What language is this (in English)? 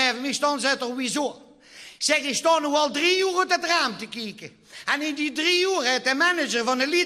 Limburgish